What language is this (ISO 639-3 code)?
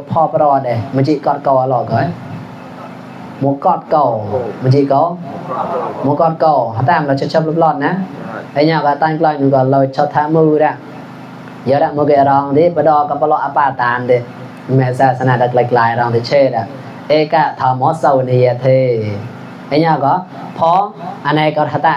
mnw